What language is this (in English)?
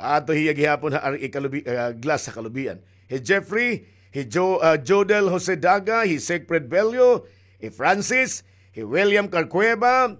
Waray